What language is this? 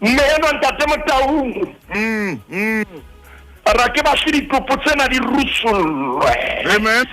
Southern Sotho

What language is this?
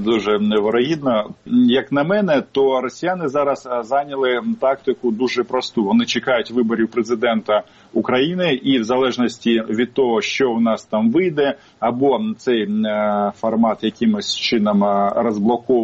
Ukrainian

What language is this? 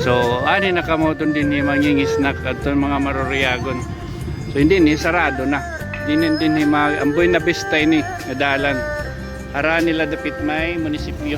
Waray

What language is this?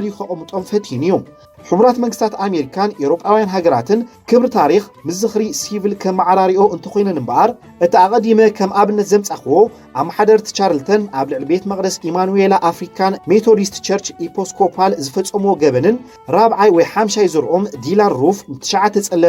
Tigrinya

